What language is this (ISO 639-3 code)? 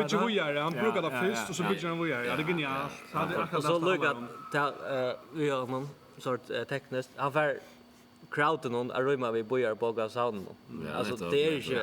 fao